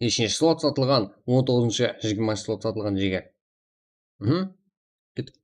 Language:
Kara-Kalpak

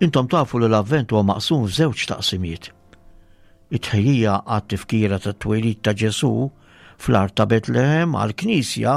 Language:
Maltese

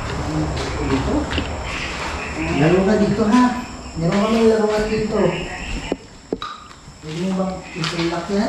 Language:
Filipino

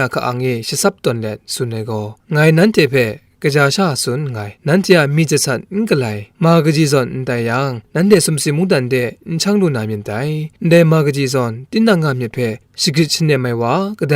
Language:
Kachin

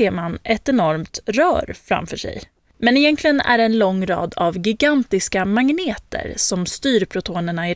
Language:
Swedish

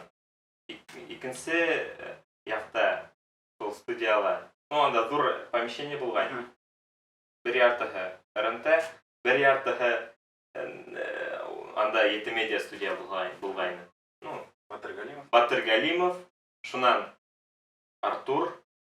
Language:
Bashkir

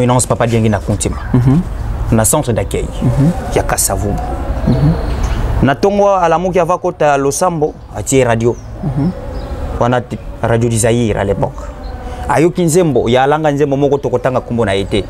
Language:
Lingala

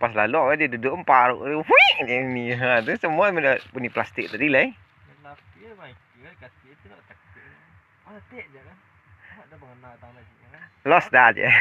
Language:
Minangkabau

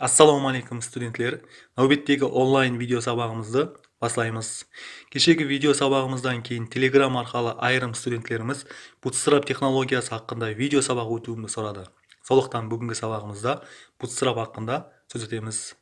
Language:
Kara-Kalpak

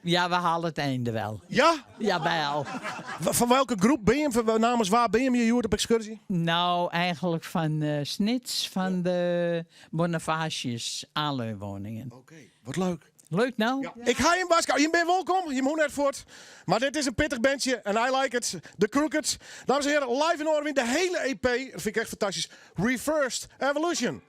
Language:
Western Frisian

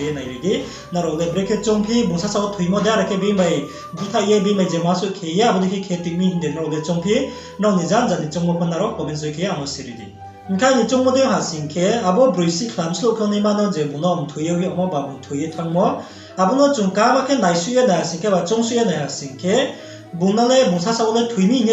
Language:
Riang (India)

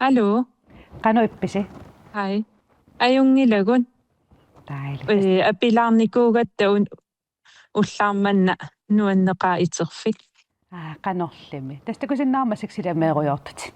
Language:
Kalaallisut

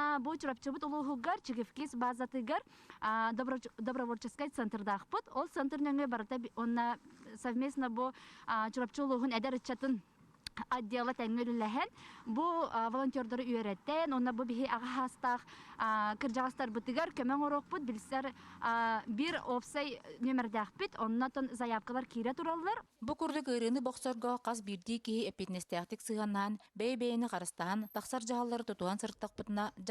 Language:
Yakut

